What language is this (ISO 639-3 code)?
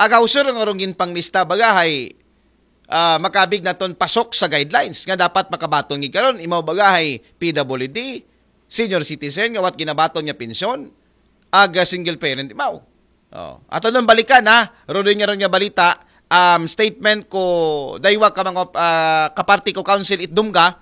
akl